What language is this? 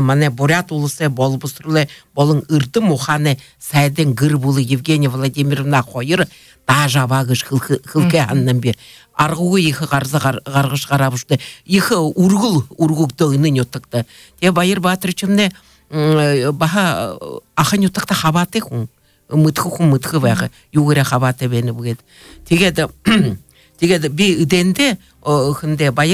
Buriat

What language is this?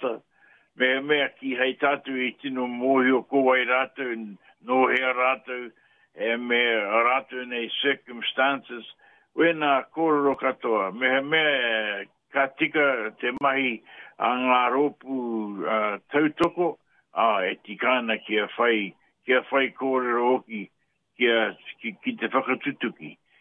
Māori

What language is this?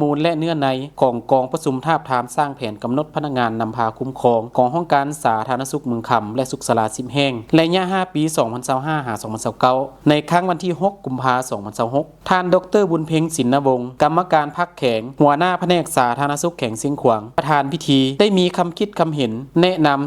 Lao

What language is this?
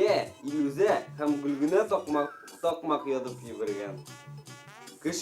Bashkir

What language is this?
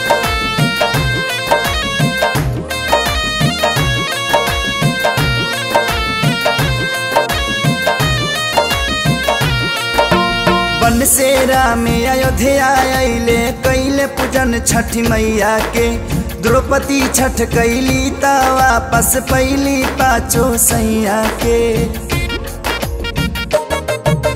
Bhojpuri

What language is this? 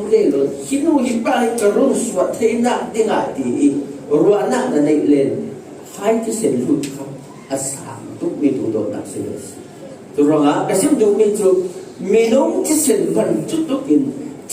Falam Chin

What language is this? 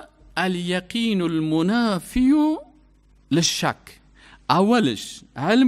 Persian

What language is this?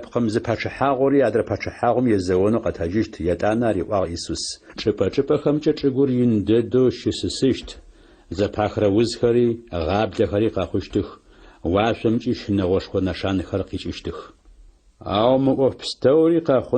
Adyghe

